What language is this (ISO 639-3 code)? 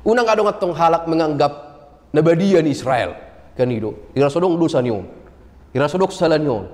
bbc